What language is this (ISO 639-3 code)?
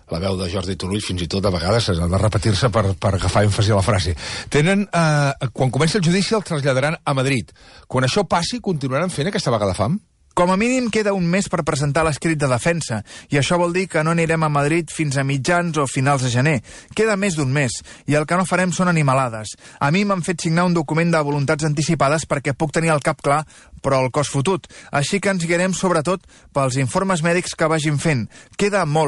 cat